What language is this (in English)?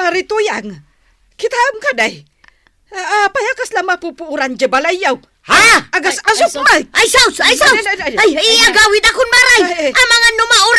Iloko